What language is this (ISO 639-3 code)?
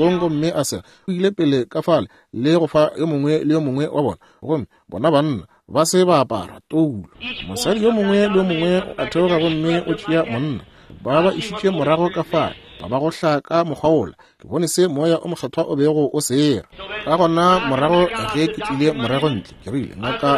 nso